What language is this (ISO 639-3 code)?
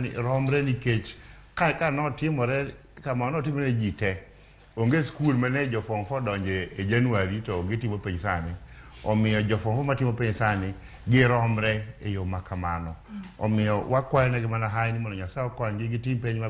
luo